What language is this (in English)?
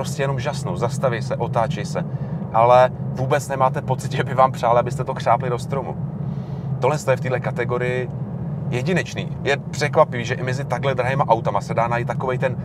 Czech